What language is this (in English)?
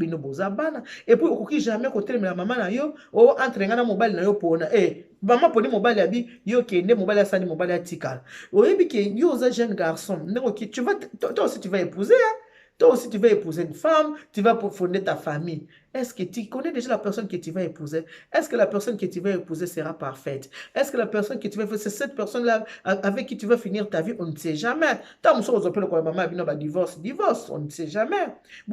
Lingala